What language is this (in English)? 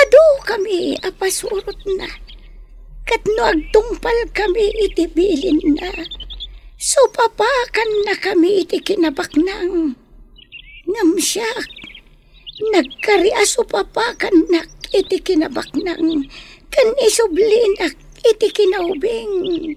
Iloko